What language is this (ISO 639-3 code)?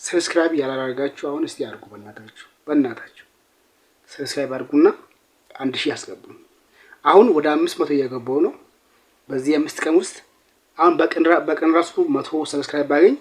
amh